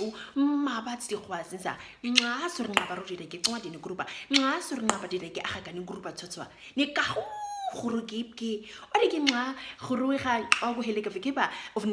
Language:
Nama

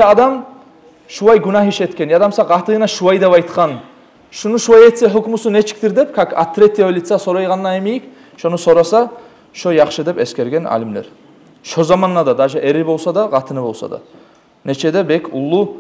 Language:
Kumyk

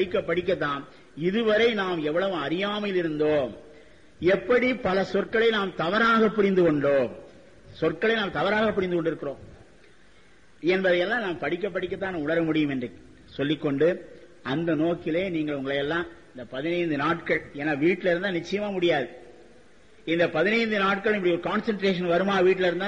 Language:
Tamil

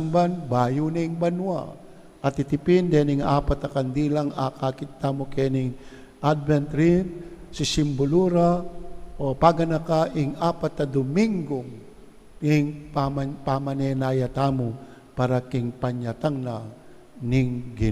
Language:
Pampanga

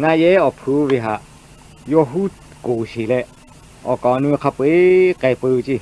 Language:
Lahu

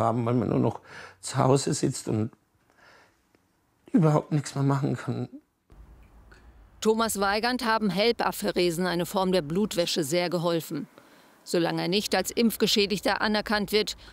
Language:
German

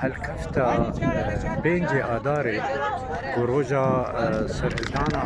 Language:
Kurdish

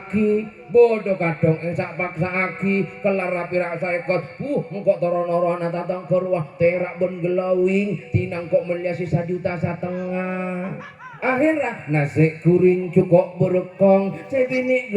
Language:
Madurese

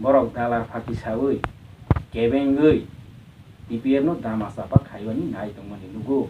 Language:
Riang (India)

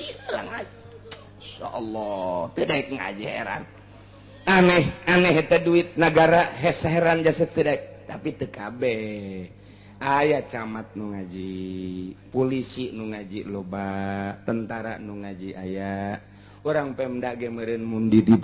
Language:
Sundanese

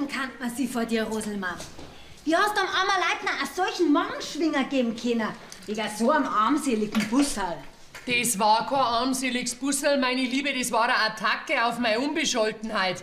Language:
Bavarian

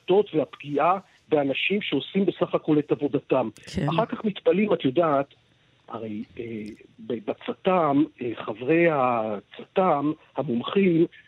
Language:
Hebrew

